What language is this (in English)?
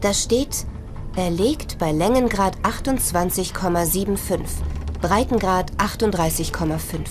Bavarian